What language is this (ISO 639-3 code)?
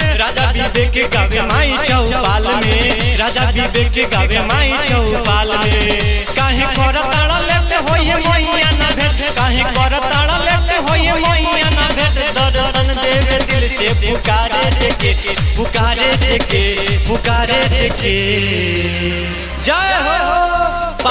bho